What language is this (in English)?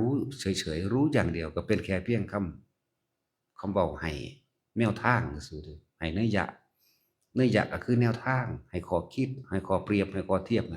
Northeastern Thai